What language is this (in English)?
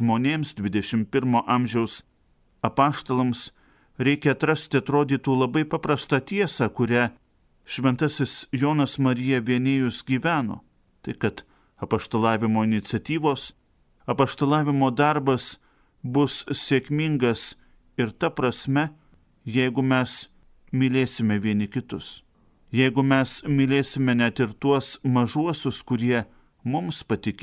Lithuanian